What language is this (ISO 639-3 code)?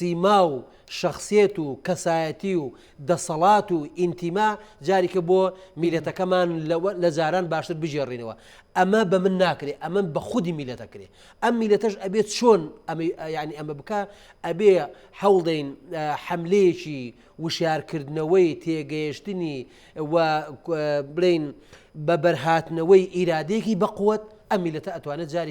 ckb